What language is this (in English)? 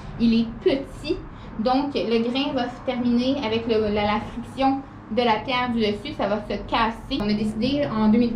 French